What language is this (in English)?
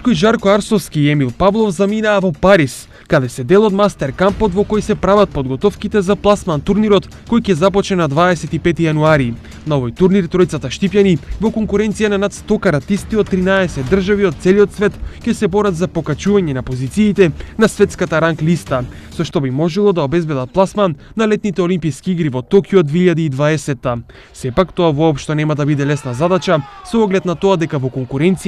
Macedonian